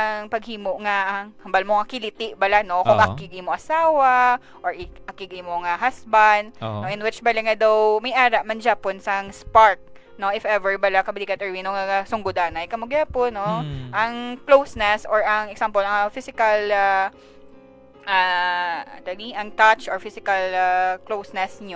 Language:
Hiligaynon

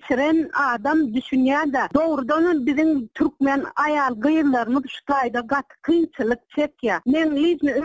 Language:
Turkmen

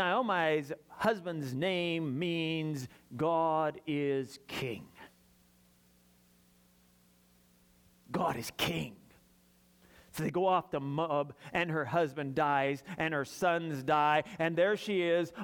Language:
English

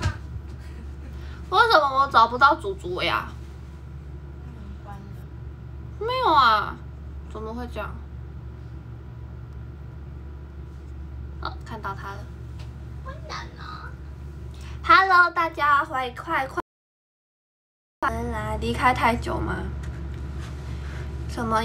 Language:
Chinese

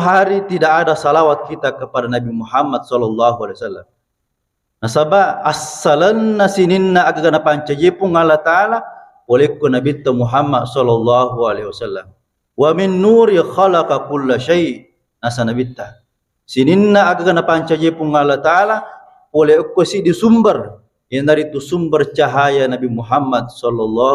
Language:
Buginese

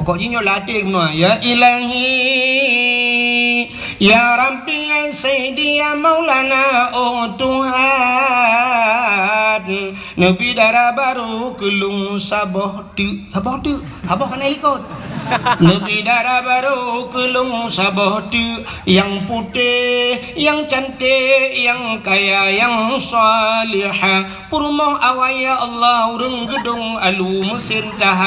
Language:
Achinese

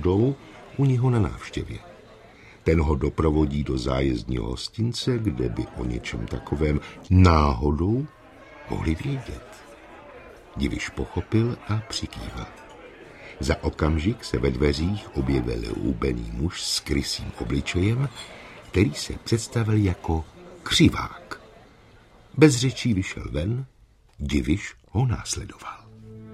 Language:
Czech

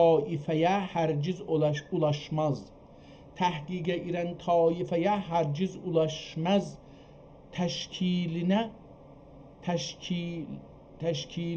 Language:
South Azerbaijani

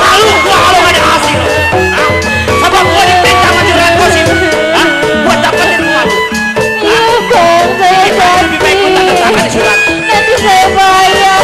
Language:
Betawi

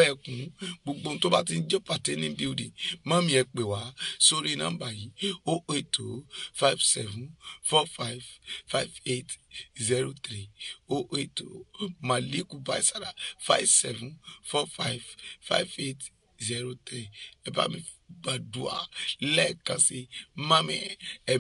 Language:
Yoruba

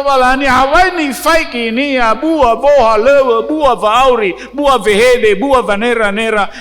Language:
Nias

